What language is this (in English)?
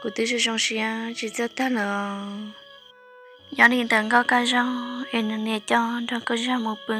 Hmong